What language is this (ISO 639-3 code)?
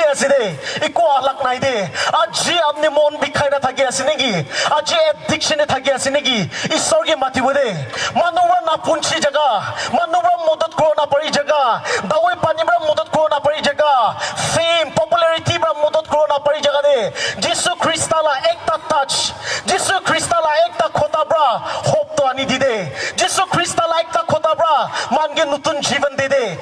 nag